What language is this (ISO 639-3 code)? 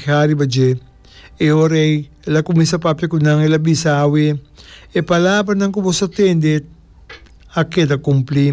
pap